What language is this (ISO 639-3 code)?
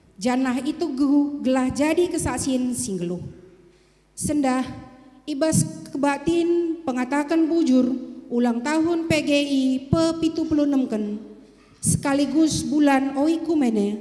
btx